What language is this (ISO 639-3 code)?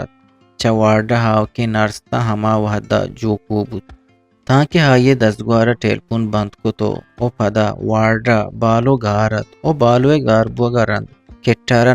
bgp